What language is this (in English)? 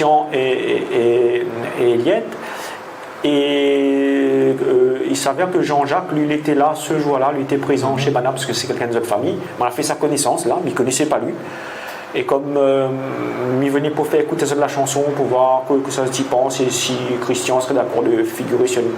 Réunion Creole French